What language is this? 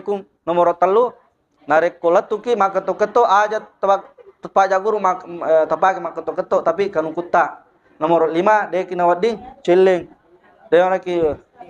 Buginese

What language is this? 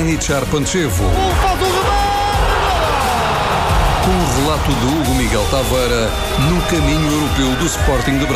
Portuguese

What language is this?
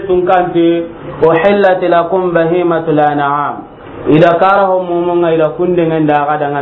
Soninke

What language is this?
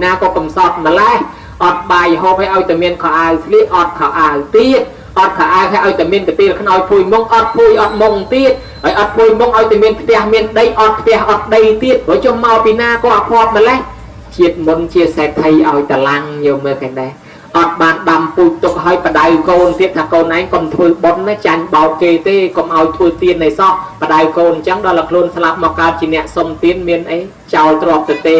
Khmer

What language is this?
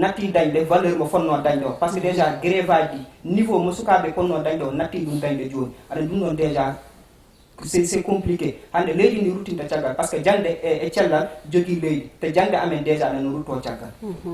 Fula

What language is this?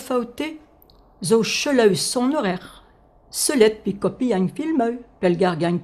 Breton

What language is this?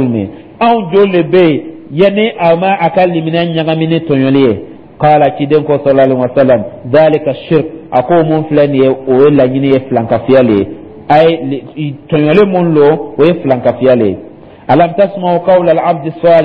Dyula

